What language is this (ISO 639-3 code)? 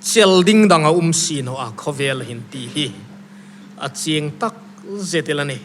hmr